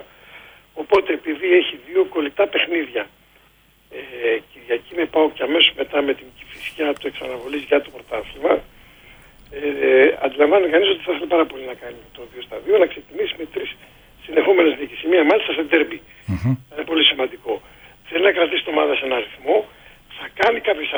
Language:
Greek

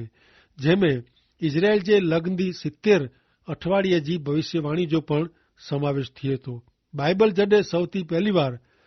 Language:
Kachhi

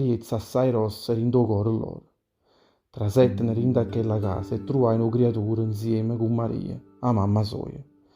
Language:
Neapolitan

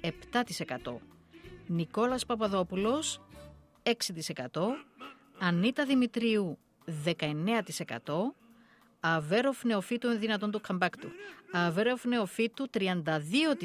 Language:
Greek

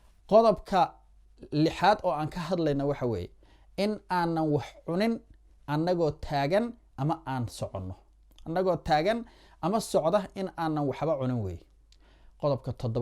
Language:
Somali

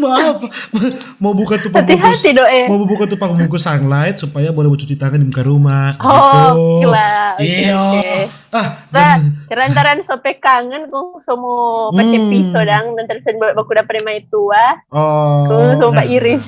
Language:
Manado Malay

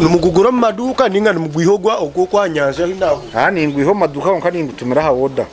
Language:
Nyankole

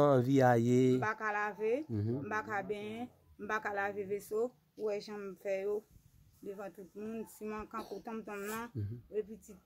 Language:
Haitian Creole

